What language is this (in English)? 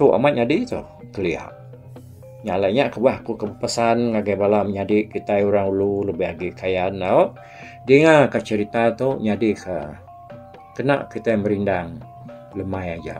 Iban